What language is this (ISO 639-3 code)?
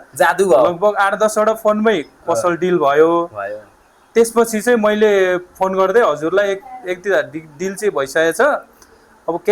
nep